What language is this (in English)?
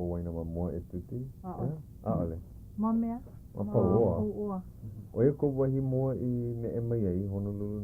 Hawaiian